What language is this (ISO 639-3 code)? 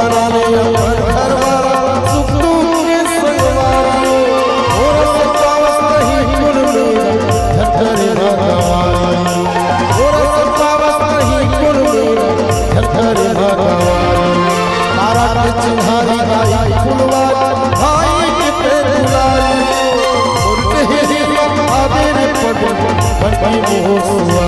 hne